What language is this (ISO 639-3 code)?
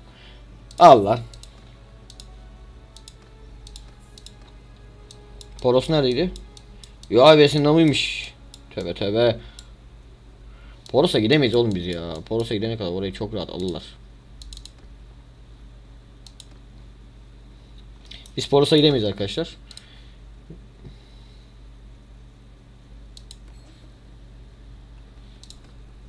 tur